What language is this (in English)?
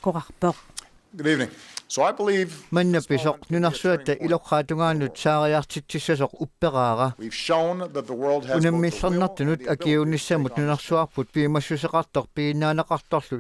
Kalaallisut